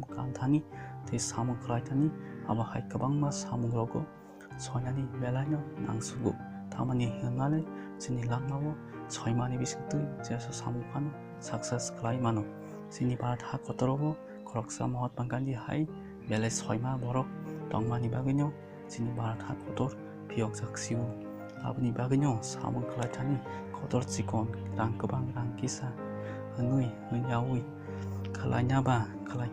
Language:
Kok Borok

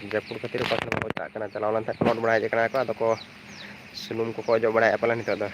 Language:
Santali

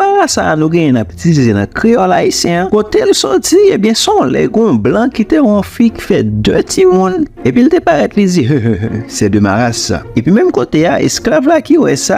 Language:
Haitian Creole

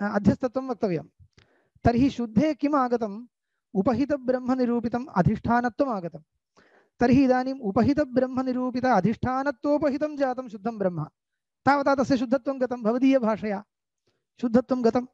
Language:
Sanskrit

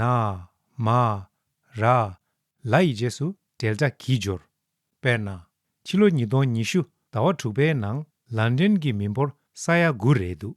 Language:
Tibetan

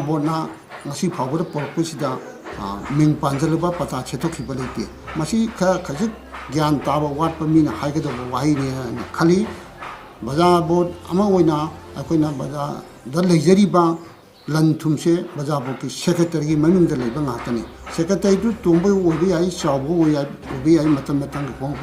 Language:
Manipuri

